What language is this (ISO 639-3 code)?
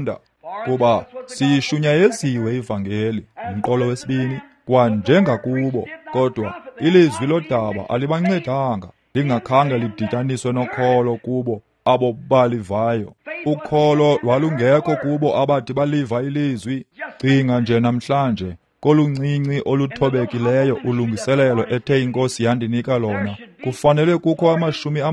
xho